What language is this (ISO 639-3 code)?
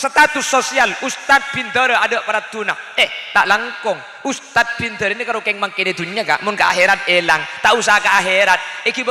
mad